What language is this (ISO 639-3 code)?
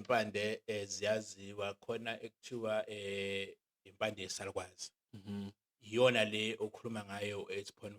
zul